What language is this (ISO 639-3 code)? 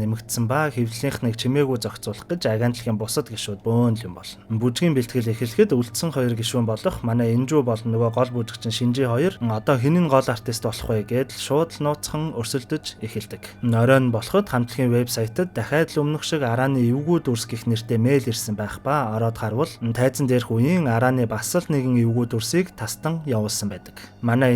mon